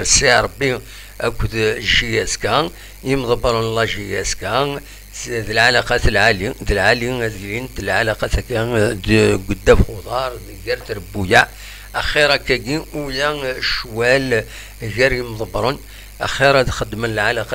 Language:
Kabyle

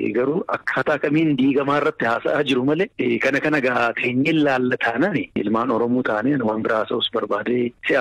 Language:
Oromo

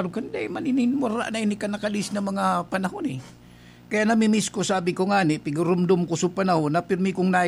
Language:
Bikol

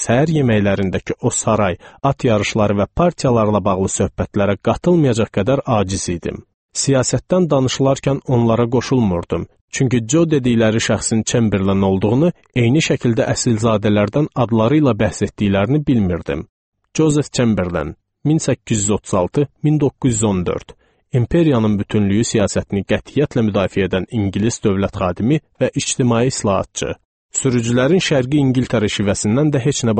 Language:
Azerbaijani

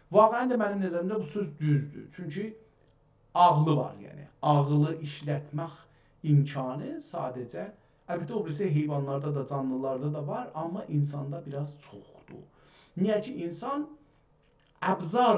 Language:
South Azerbaijani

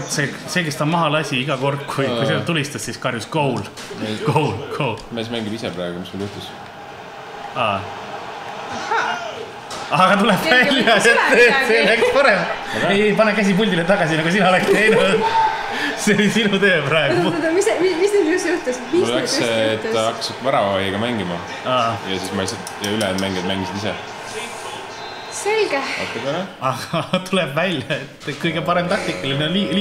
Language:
Estonian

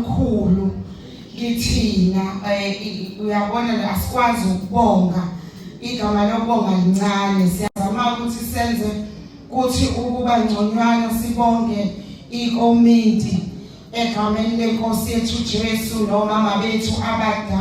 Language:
Zulu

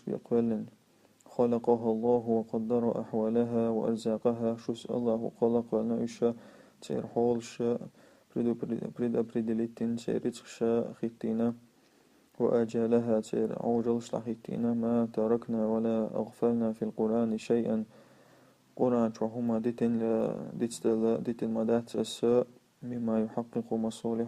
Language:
Chechen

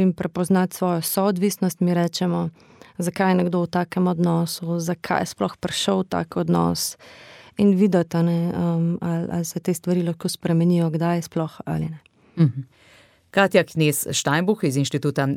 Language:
Slovenian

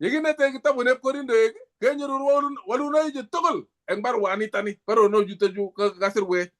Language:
Kalenjin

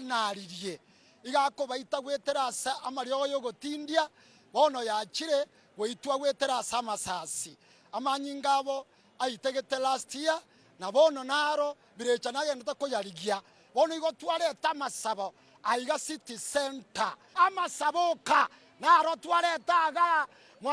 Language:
Gusii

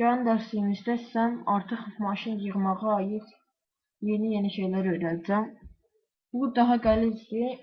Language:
Azerbaijani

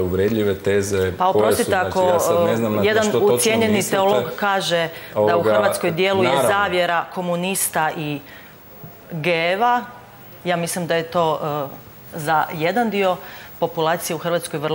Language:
Croatian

